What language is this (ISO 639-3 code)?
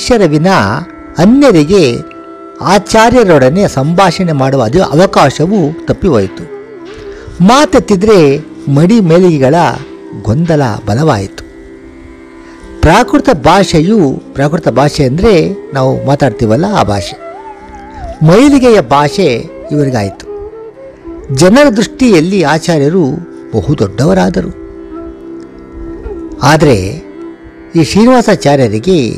kan